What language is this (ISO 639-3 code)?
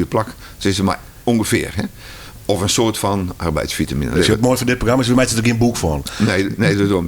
fry